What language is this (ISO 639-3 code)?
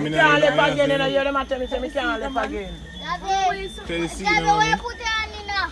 jam